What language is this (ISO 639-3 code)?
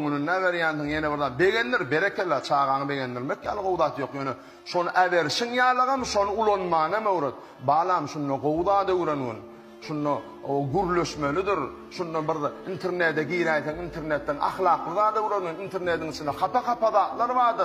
tuk